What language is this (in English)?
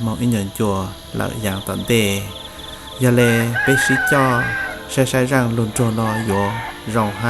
Hmong